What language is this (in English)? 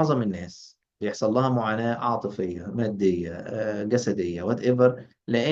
Egyptian Arabic